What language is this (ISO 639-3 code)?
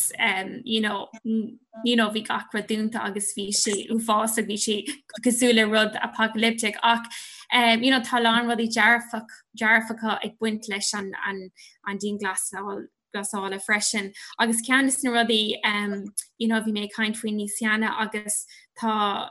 gle